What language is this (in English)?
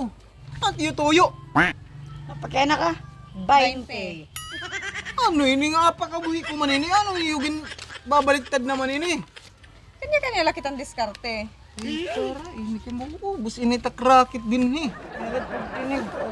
Waray